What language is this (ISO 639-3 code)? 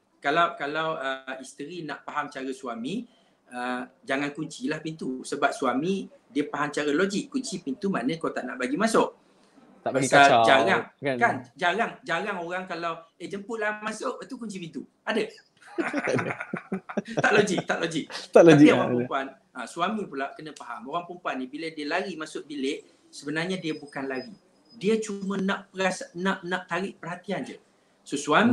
msa